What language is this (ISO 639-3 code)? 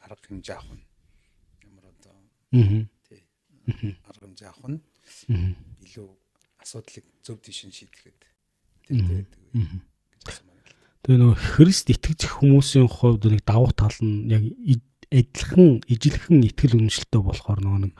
mon